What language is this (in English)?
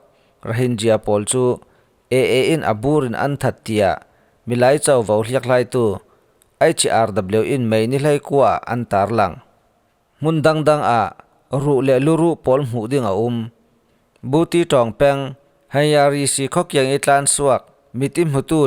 Falam Chin